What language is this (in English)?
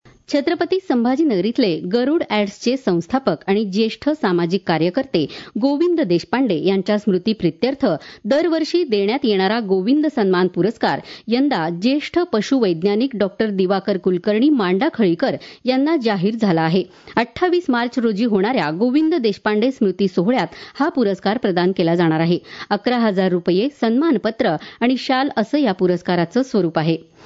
Marathi